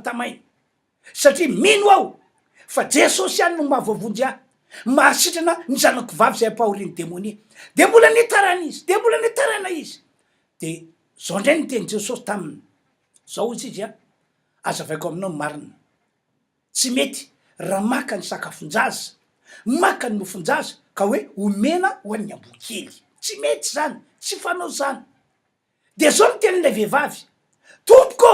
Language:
Malagasy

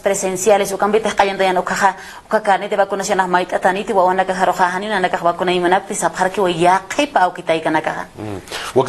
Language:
Aymara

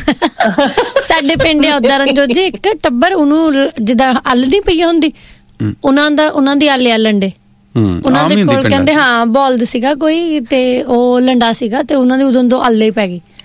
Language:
Punjabi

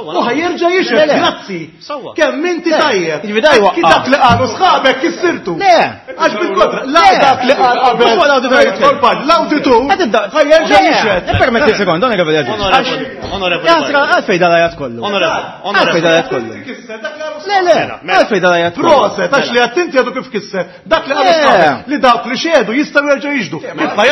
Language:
Maltese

